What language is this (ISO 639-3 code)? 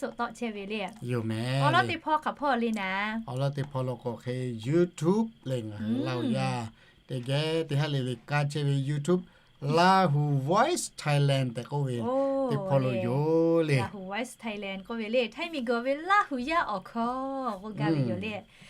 lhu